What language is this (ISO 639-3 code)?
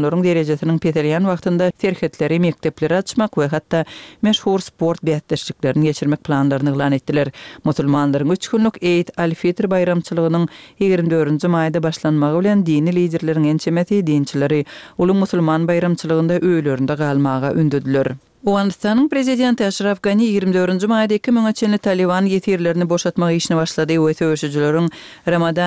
kir